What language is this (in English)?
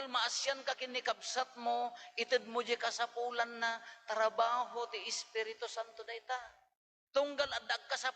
Iloko